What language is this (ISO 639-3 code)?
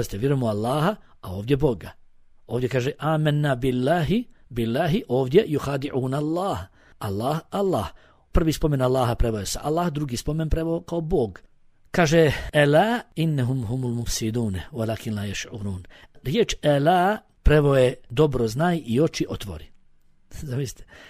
bos